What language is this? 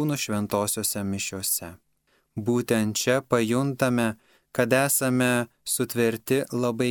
Lithuanian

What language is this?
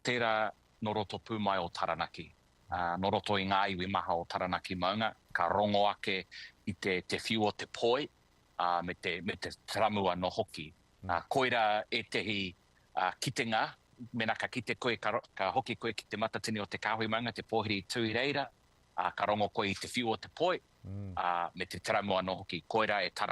Māori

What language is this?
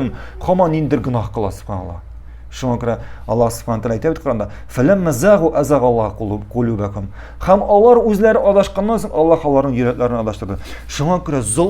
Tatar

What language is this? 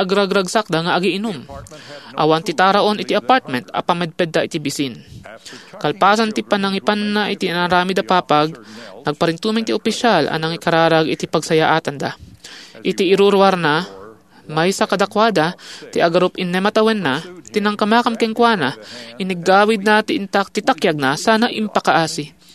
Iloko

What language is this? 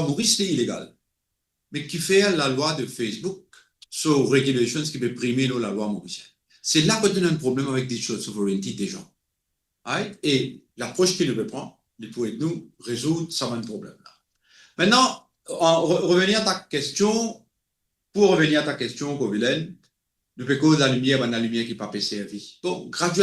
Morisyen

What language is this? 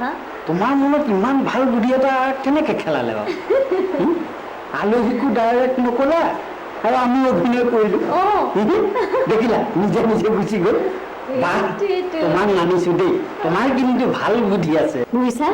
Assamese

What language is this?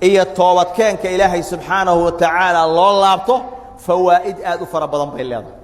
Somali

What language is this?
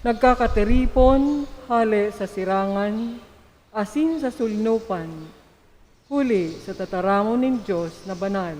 Bikol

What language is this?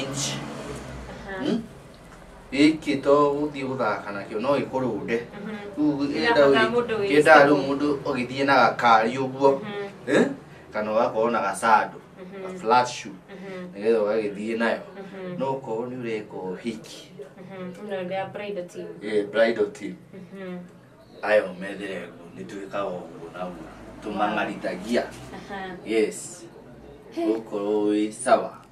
Kikuyu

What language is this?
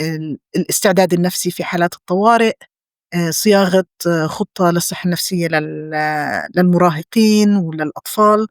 North Levantine Arabic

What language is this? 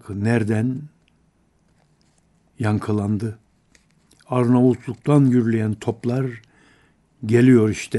Turkish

